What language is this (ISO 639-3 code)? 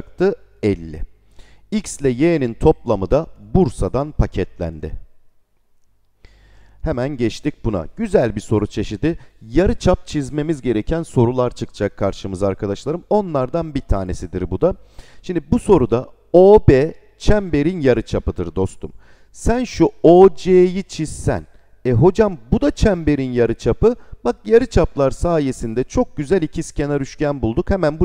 tur